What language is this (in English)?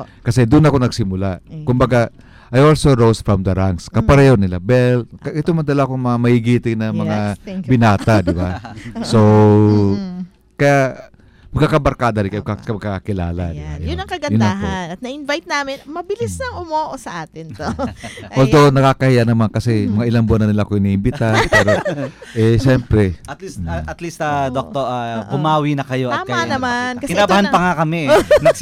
Filipino